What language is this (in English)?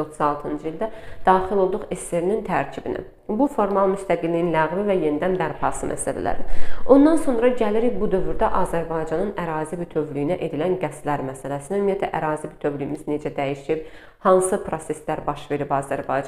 Azerbaijani